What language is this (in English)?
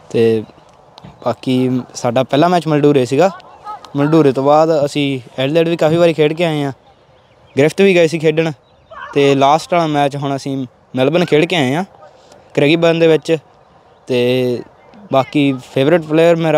Punjabi